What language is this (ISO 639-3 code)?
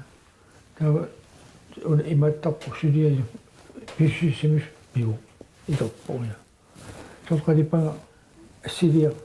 kal